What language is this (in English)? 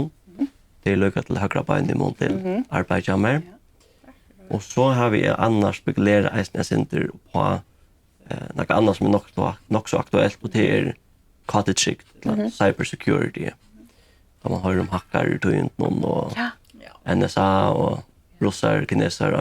Faroese